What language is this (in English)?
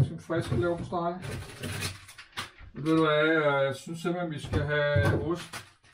Danish